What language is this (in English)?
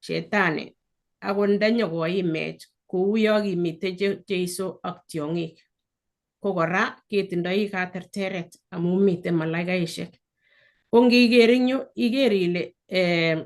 Kalenjin